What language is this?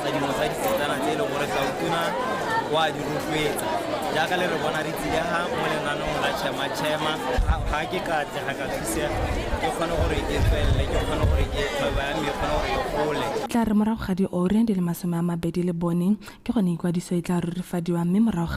Tswana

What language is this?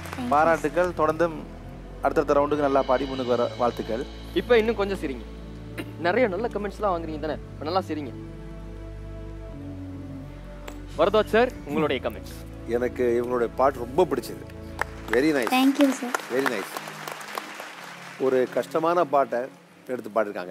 Tamil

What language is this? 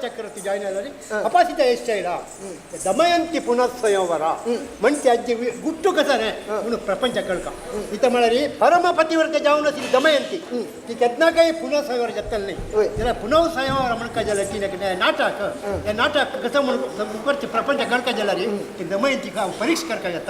Konkani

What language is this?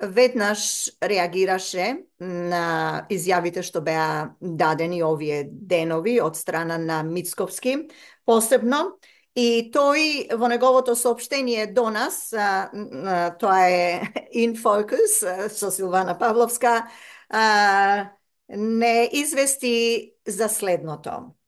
Macedonian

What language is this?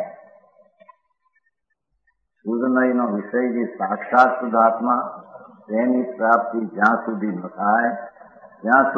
Gujarati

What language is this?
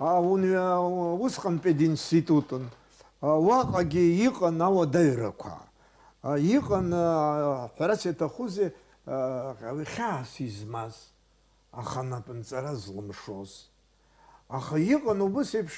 Abkhazian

